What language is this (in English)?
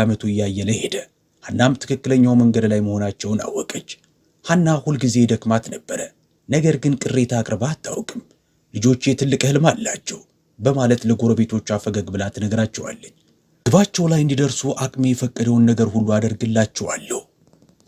Amharic